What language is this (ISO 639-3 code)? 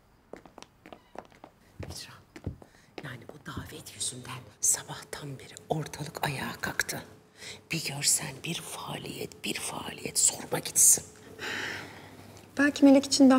tur